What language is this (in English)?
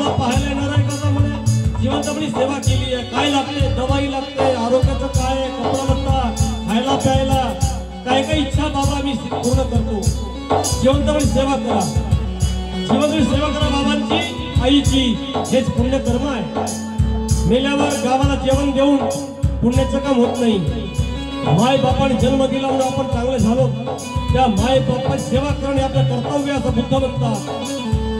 Marathi